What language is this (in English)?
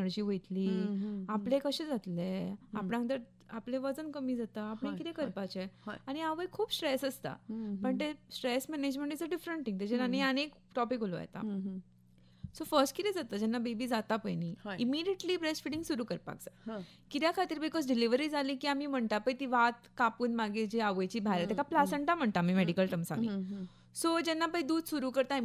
Konkani